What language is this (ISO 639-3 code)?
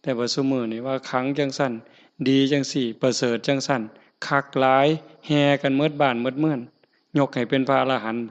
tts